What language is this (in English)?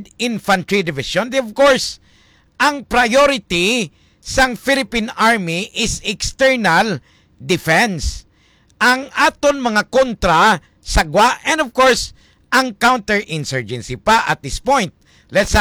Hiligaynon